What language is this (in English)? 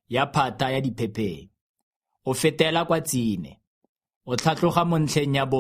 Tswana